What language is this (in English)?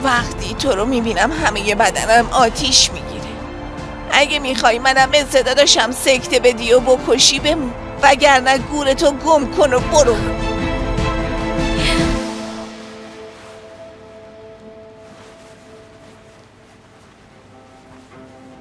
Persian